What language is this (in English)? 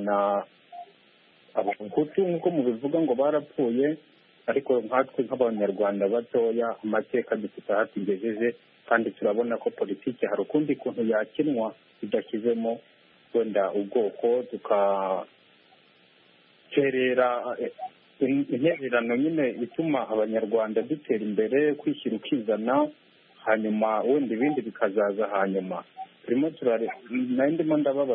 Kinyarwanda